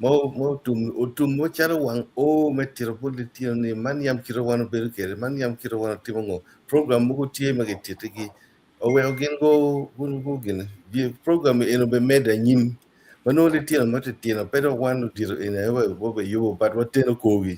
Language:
Acoli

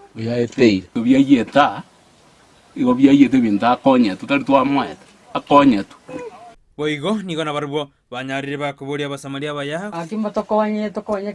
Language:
Gusii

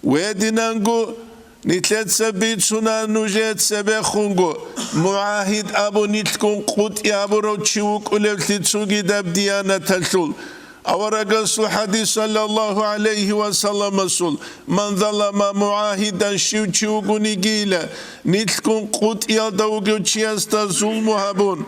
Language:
Avaric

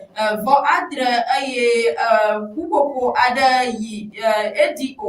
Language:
Ewe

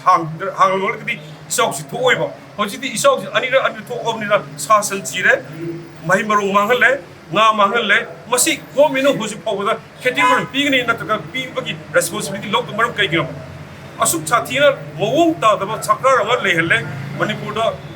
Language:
Manipuri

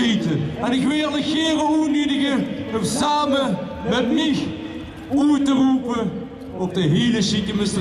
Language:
Limburgish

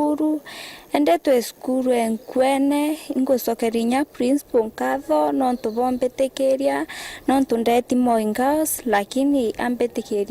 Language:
Meru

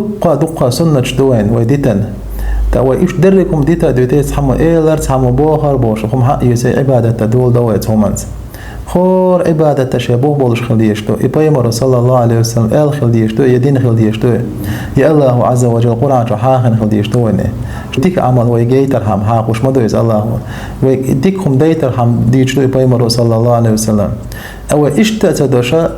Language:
Chechen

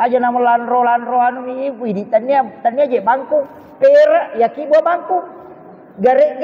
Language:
Buginese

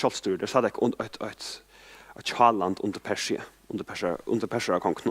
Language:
Faroese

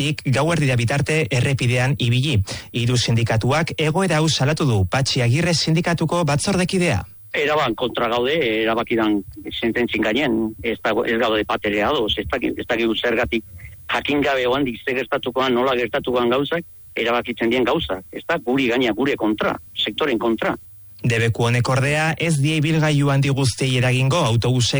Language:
Basque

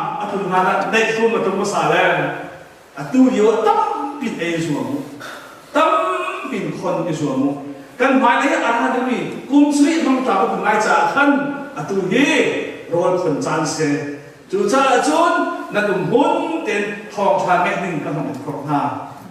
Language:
Hakha Chin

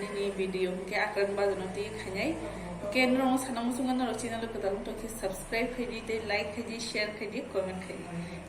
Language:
Kok Borok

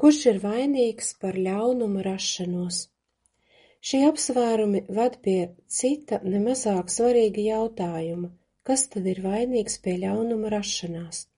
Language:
Latvian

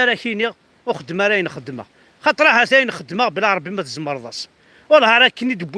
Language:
Kabyle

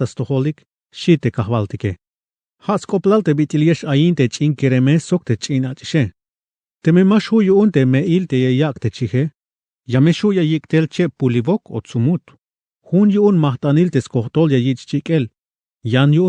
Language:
Tzeltal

